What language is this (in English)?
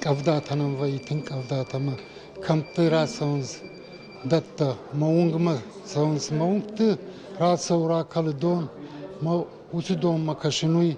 Ossetic